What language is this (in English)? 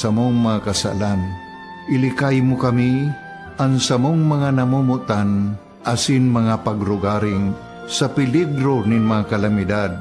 Bikol